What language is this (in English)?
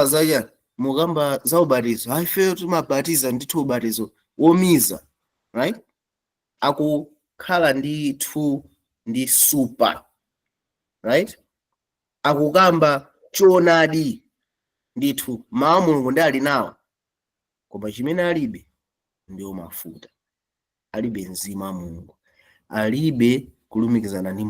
Nyanja